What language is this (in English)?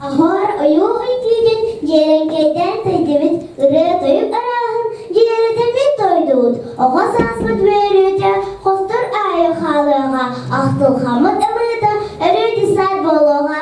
Yakut